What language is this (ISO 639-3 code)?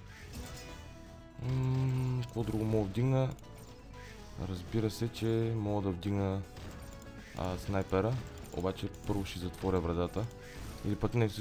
bul